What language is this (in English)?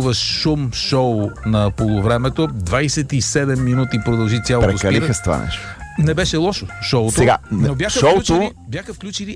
Bulgarian